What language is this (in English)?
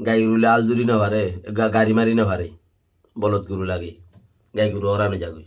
Rohingya